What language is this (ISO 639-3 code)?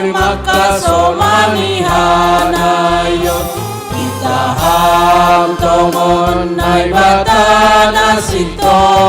bts